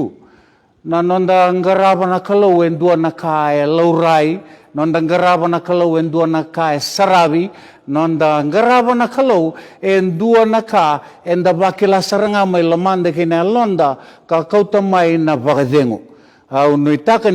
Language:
Fijian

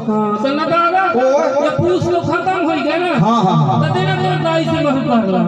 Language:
Chhattisgarhi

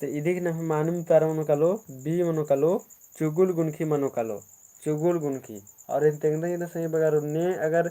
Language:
Kurukh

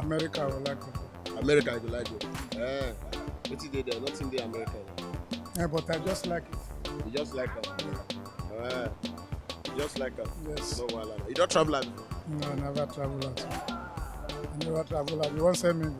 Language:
Nigerian Pidgin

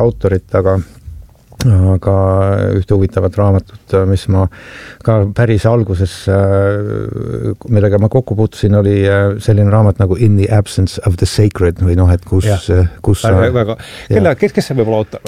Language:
Estonian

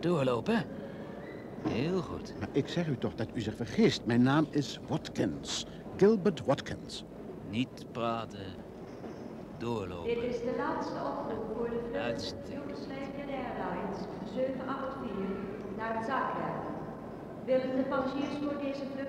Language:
Dutch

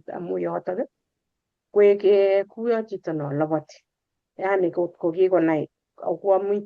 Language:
Kalenjin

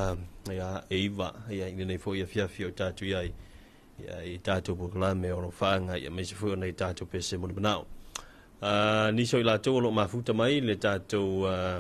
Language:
Samoan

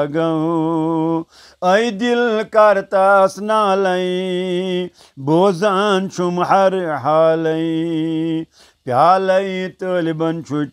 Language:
Kashmiri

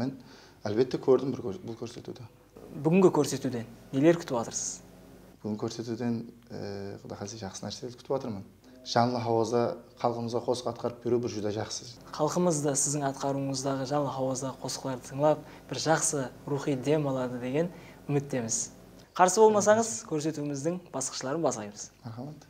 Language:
Kara-Kalpak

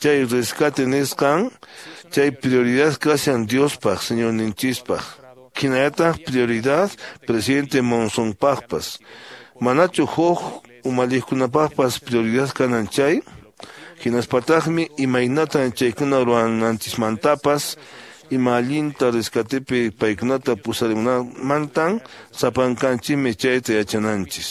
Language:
Quechua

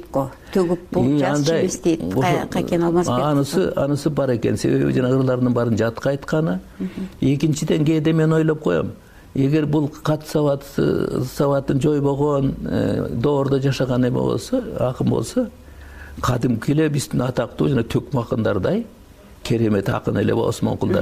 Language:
Kyrgyz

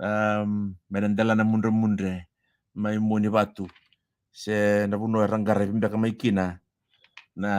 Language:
Fijian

